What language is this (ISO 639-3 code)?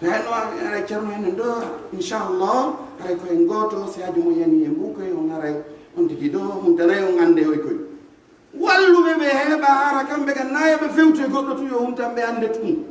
fuf